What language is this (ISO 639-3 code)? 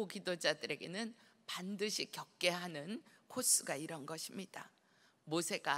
kor